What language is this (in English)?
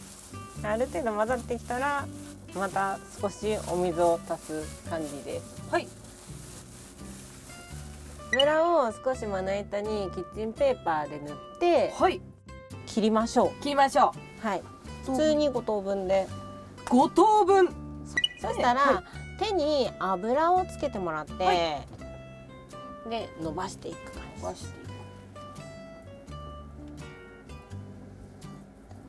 Japanese